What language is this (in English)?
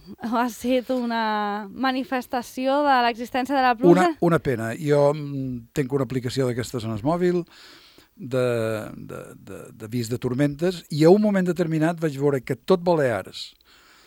Catalan